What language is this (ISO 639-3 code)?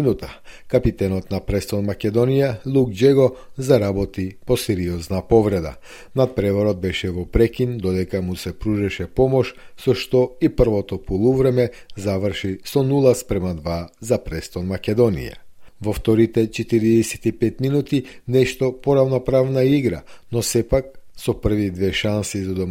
mkd